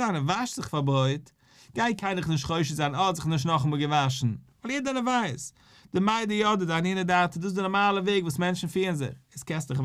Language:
Yiddish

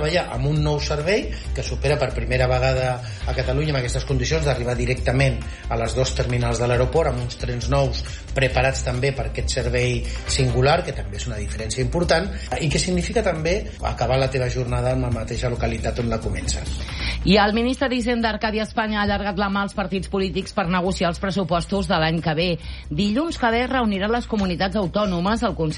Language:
Catalan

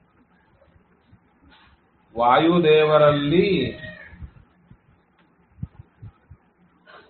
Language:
Kannada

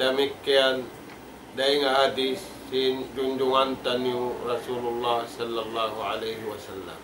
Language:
Tausug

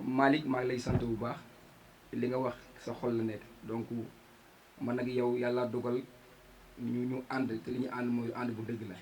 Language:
Wolof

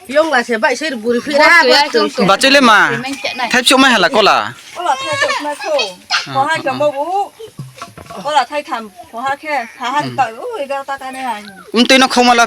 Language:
Riang (India)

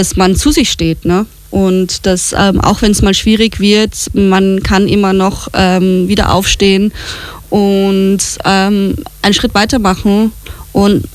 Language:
German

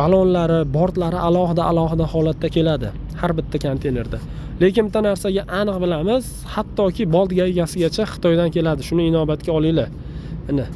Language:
Uzbek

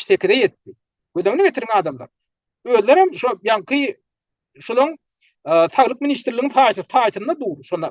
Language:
Turkmen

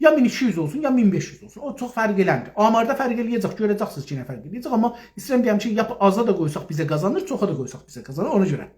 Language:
South Azerbaijani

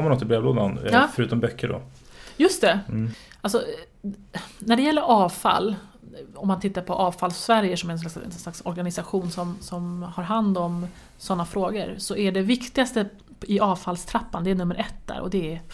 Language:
Swedish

